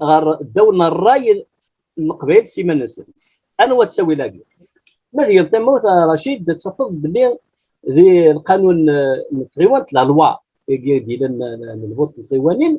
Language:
Kabyle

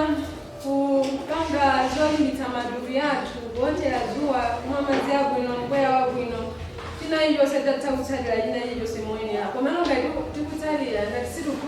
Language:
Nyanja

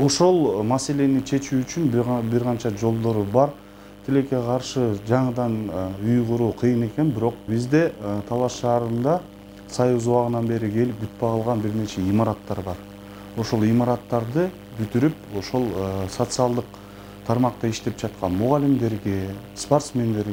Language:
Kyrgyz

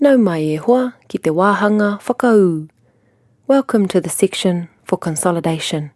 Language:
Māori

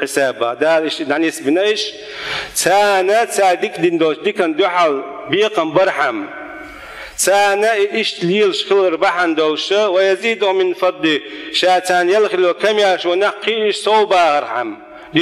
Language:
Chechen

